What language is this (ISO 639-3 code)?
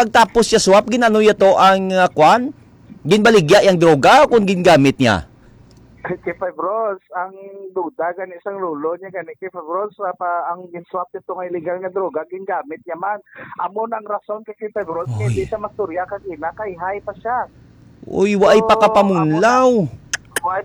hil